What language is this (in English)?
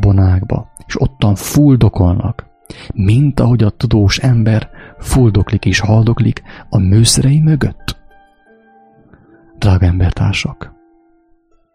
Hungarian